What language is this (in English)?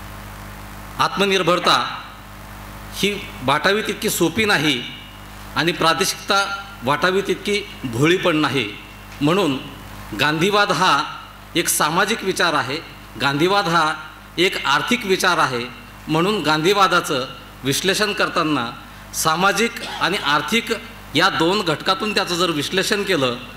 Marathi